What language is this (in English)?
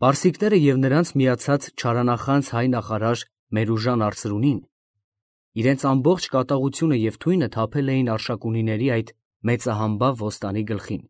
Armenian